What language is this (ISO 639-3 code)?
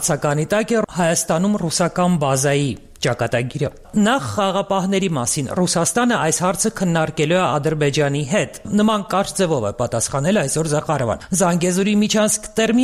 hye